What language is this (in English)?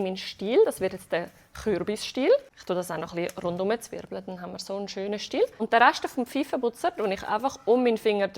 Swiss German